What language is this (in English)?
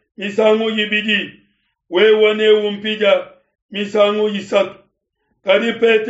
Luba-Lulua